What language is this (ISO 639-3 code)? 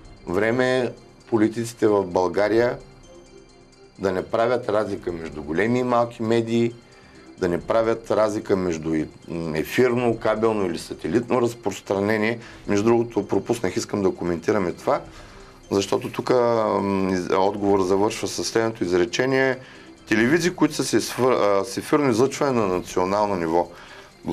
bul